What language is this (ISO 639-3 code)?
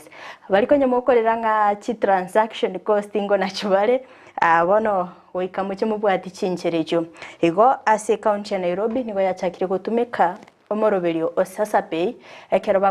guz